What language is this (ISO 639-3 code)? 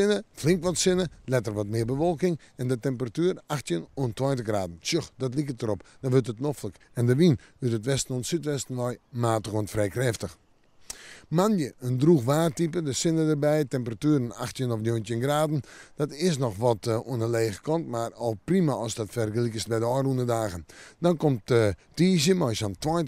fry